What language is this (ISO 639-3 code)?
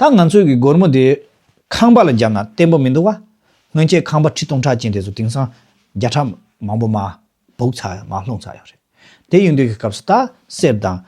bod